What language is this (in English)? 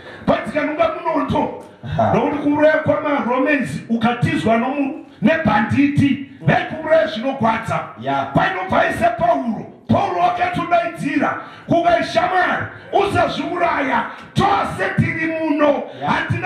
Shona